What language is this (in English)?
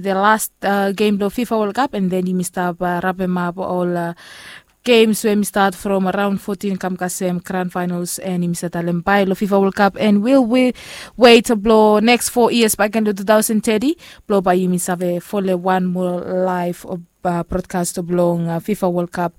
Bislama